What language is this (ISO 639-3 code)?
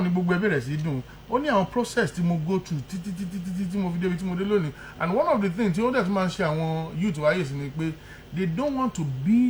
yor